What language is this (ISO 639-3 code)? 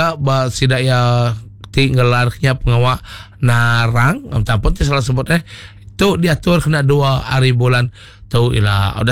iba